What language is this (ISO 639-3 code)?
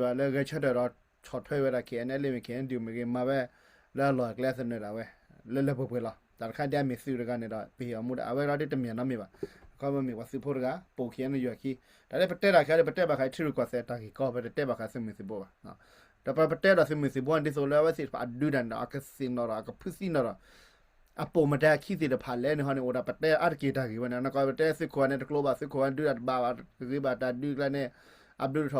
ksw